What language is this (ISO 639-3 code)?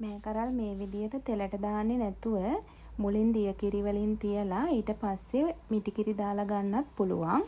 sin